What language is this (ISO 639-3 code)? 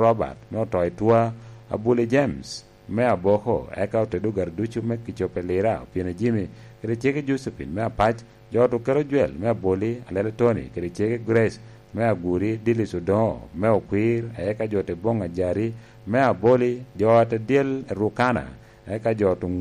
laj